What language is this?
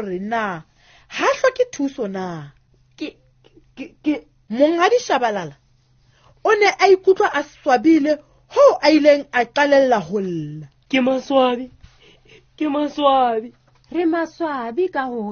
Southern Sotho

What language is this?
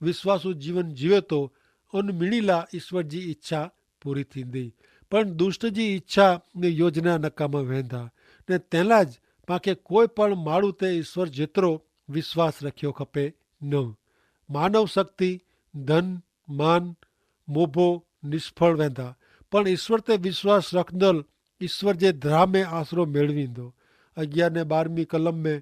Kachhi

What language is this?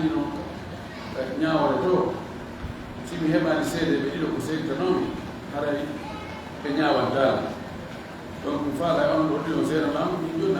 Fula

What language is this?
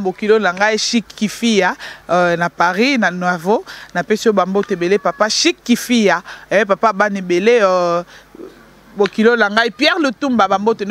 Lingala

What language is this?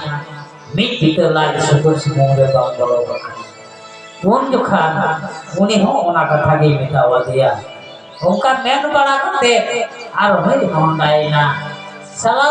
Santali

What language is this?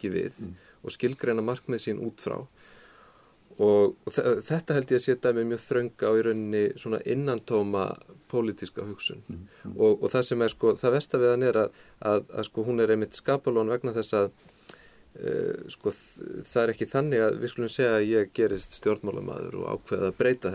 Icelandic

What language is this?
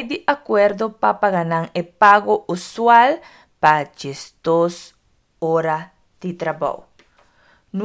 Papiamento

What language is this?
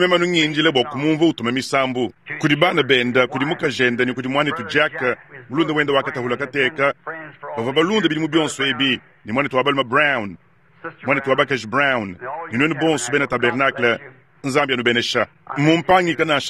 Luba-Lulua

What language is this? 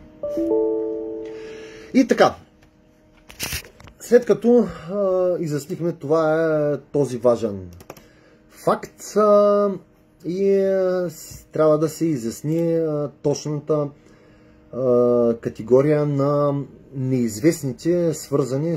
Bulgarian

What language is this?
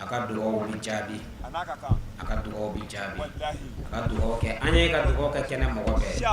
Bambara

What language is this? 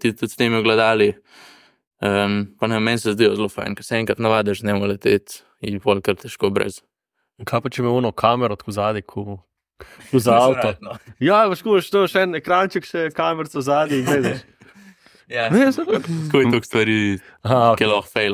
Slovenian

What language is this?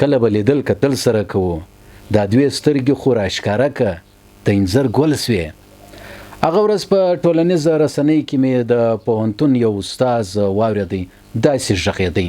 Pashto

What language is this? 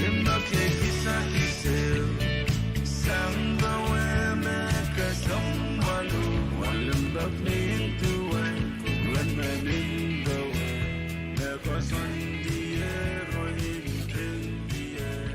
Pohnpeian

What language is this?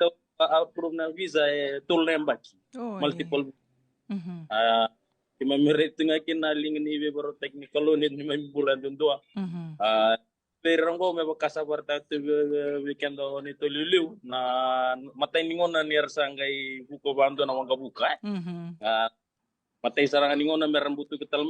Fijian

